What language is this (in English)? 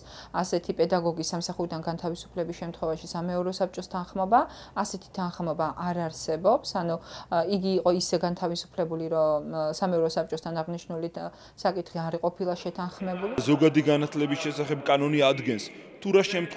Georgian